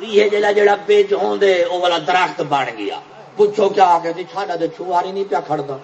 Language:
Saraiki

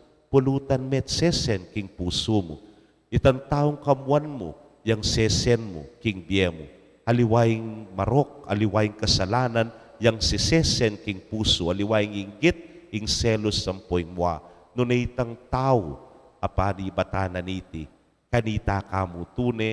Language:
Pampanga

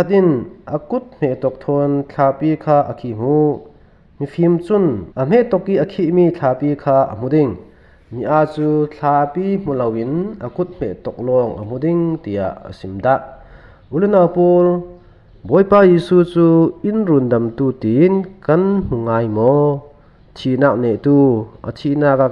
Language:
Falam Chin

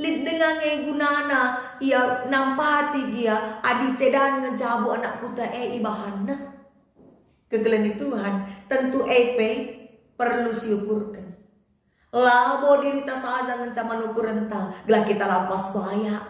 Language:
Batak Karo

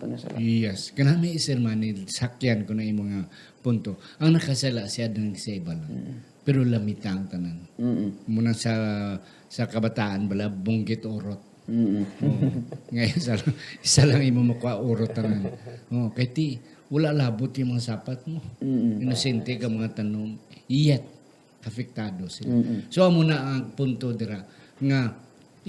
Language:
Hiligaynon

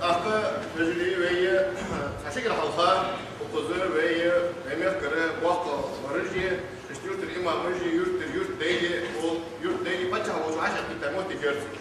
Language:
Ingush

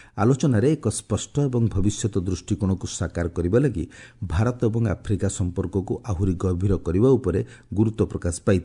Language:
Odia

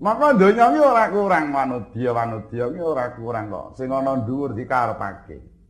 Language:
Javanese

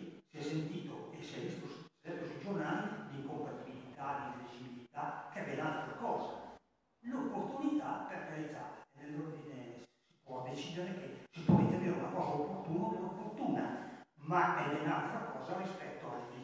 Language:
Italian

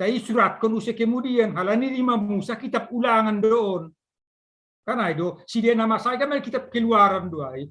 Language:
Batak Simalungun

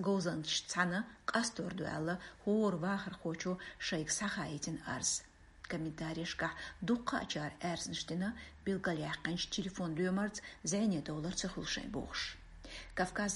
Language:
Chechen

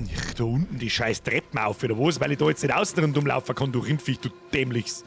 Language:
Bavarian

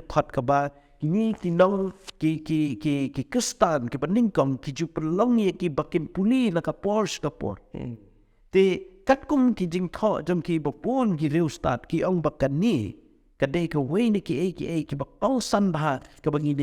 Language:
Khasi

